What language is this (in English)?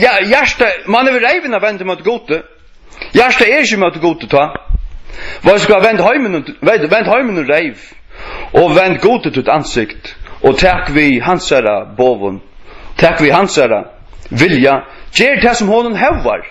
Faroese